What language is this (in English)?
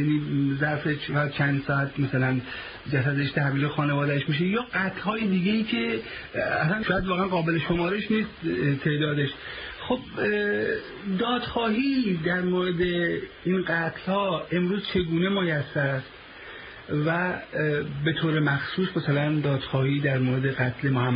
Persian